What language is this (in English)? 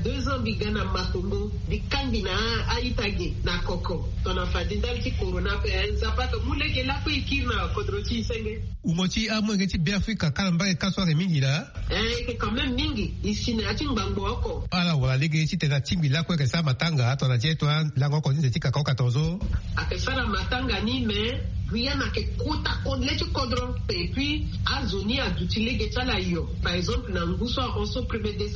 Sango